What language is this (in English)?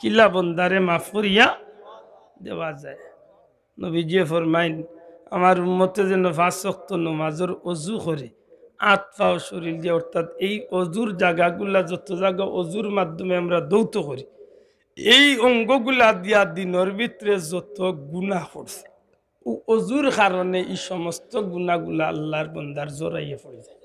Sylheti